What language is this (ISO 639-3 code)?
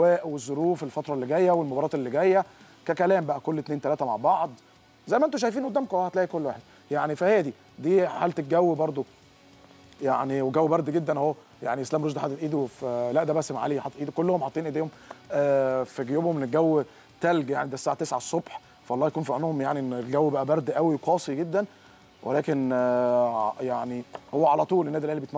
arz